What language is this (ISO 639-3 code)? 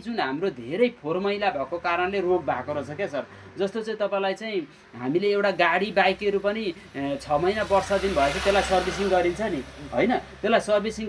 nep